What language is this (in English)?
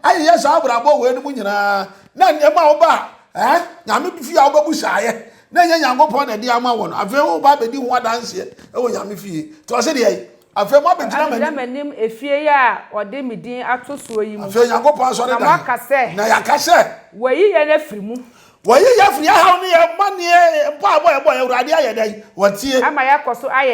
Akan